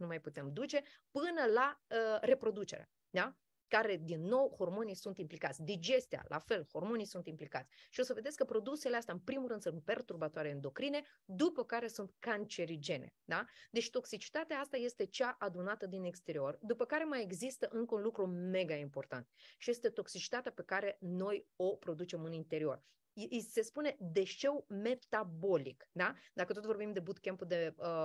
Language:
Romanian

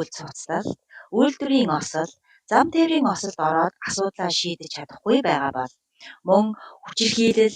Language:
Mongolian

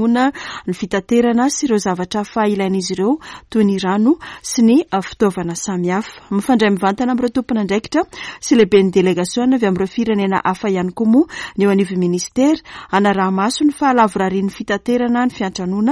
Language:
Malagasy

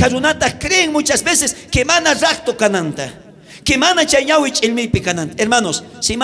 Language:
South Bolivian Quechua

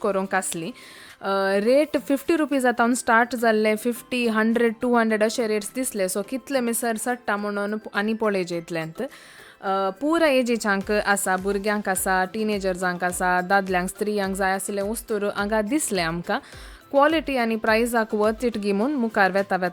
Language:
Konkani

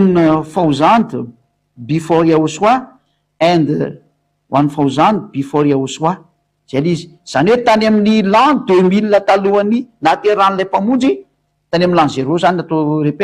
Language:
Malagasy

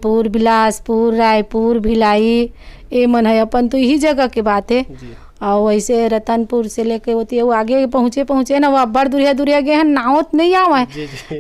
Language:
Chhattisgarhi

